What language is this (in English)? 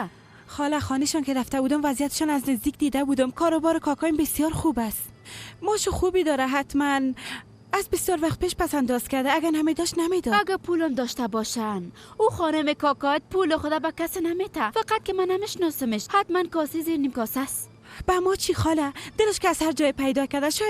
Persian